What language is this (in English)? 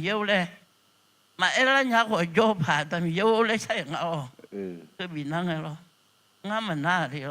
Akha